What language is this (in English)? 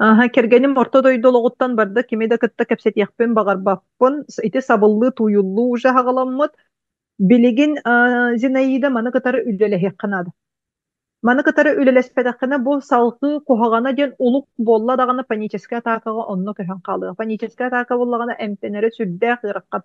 Yakut